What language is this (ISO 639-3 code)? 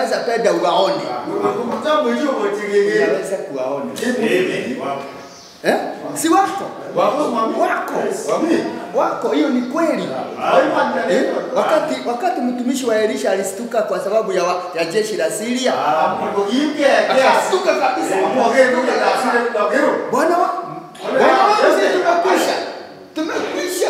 swa